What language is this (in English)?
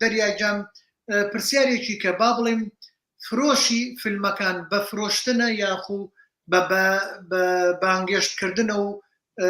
Central Kurdish